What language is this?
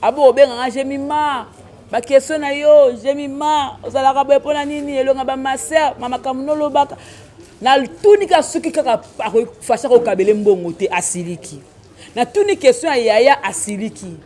Lingala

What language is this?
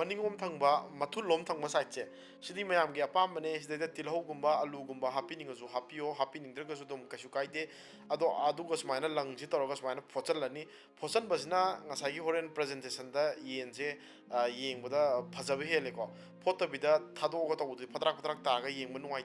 Manipuri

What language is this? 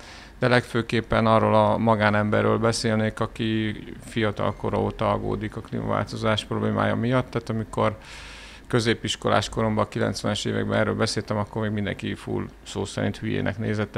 Hungarian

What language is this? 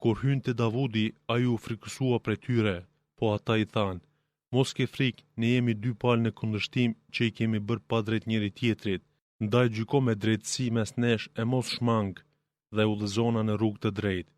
Albanian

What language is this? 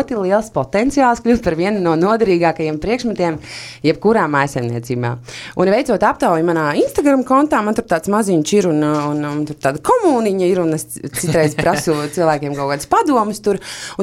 Latvian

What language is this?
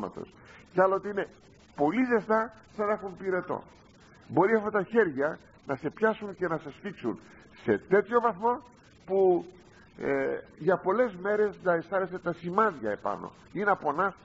Greek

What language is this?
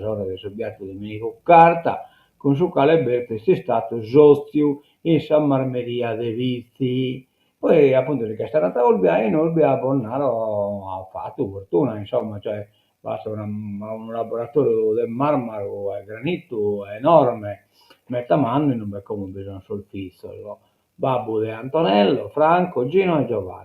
Sardinian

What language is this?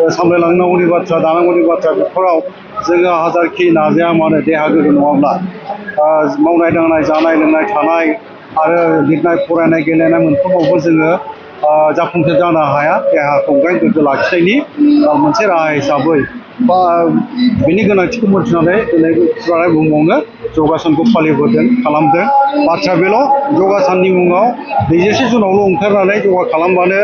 Bodo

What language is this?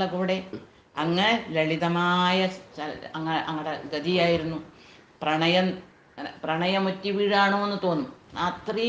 Malayalam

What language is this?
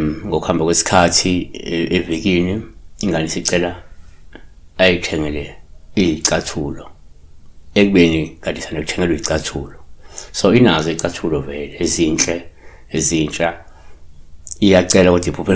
Zulu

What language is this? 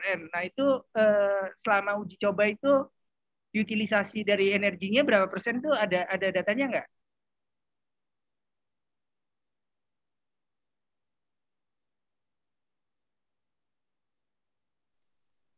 Indonesian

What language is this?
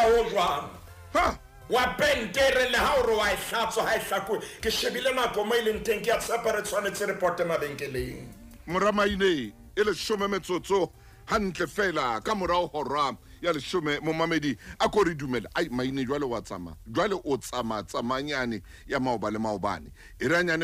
Southern Sotho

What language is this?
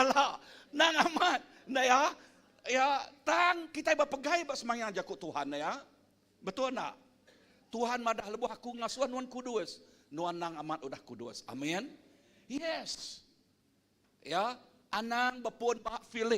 Iban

